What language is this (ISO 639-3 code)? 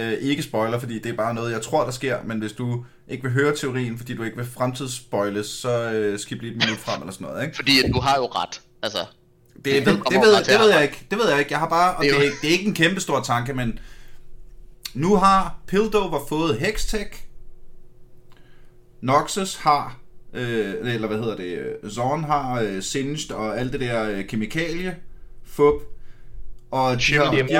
dan